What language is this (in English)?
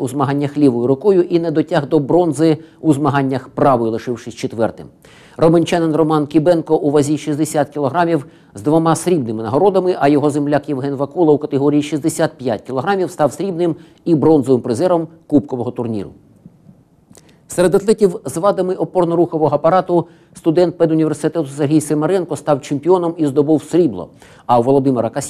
Ukrainian